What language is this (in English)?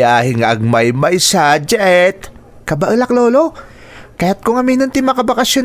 Iloko